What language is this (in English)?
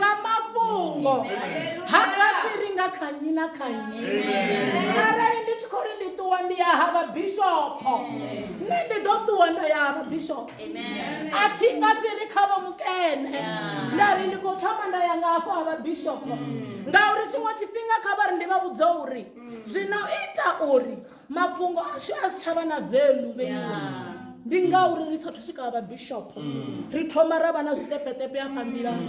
Venda